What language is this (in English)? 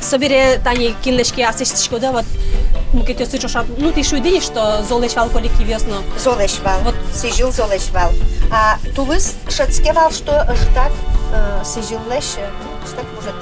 Udmurt